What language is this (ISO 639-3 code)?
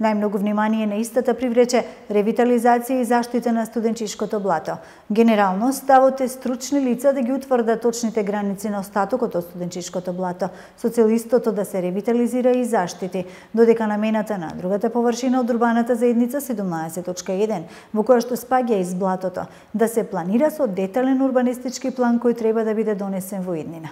mkd